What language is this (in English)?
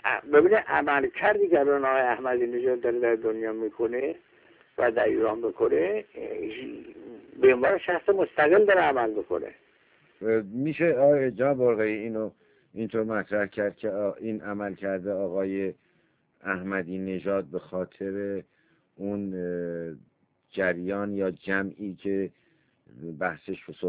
Persian